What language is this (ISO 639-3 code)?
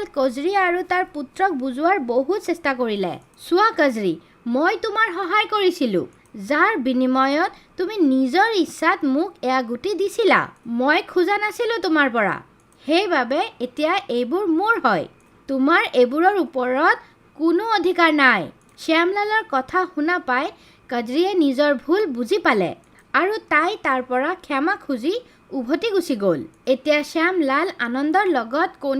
asm